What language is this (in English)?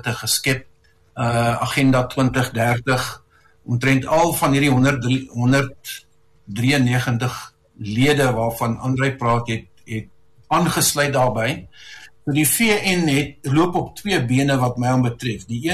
Afrikaans